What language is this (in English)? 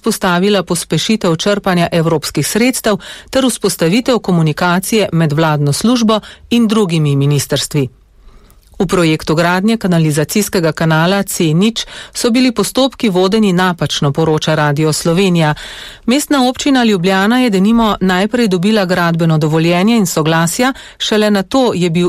Slovenian